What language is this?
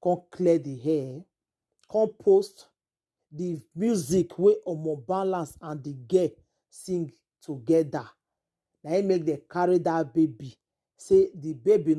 Nigerian Pidgin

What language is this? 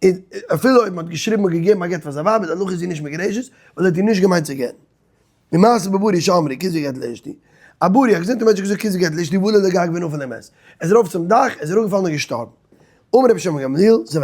Yiddish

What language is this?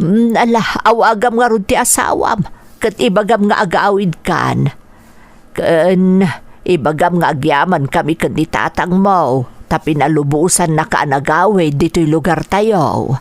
Iloko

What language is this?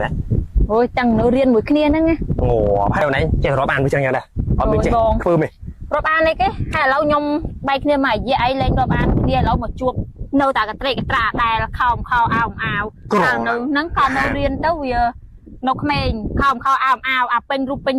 Khmer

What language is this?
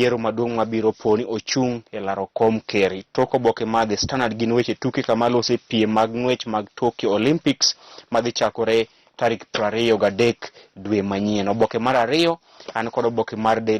Luo (Kenya and Tanzania)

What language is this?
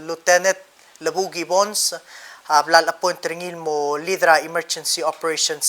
Palauan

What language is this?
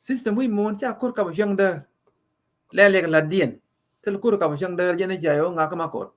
Nuer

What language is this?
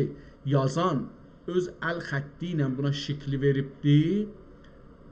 South Azerbaijani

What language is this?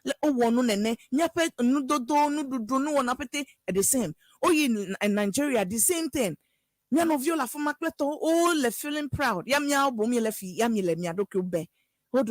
Ewe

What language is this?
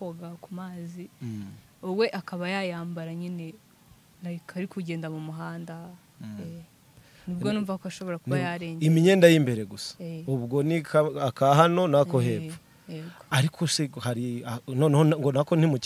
Kinyarwanda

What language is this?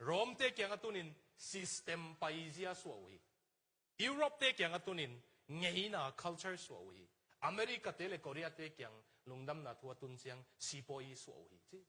Tedim Chin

